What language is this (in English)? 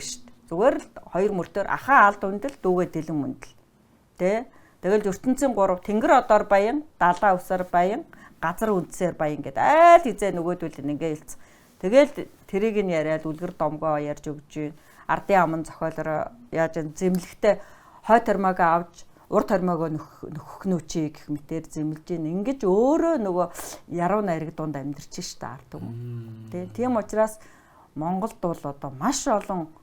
Mongolian